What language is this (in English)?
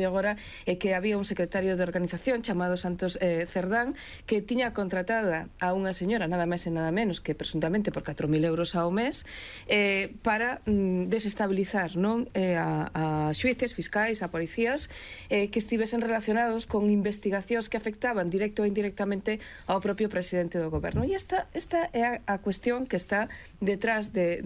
Galician